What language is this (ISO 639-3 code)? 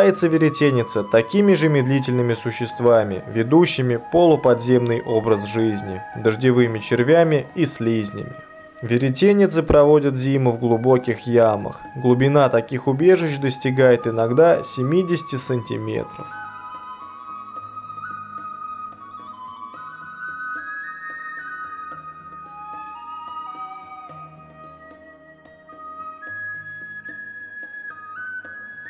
rus